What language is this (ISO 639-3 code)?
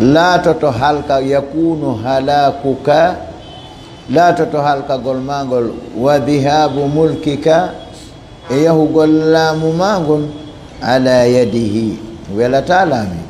ful